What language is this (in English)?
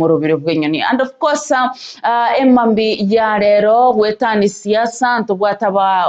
Gusii